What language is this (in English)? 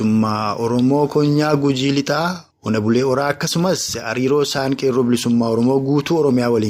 Oromo